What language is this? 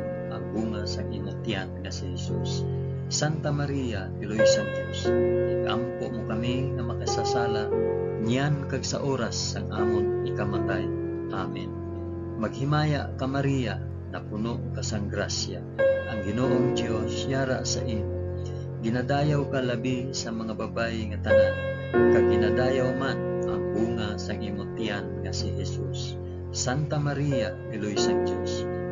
Hiligaynon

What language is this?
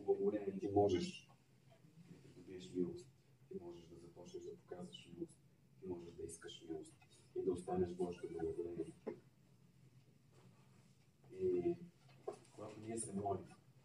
Bulgarian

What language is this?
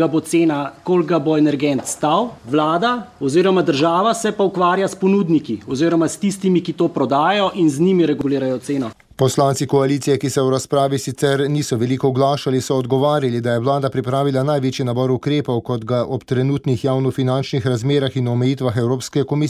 Slovenian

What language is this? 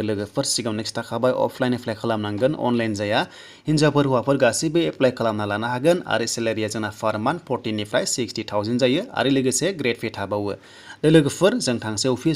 Bodo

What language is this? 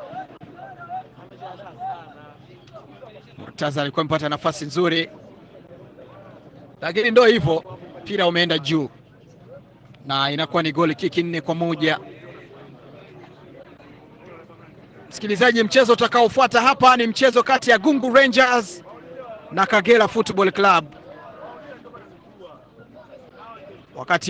Swahili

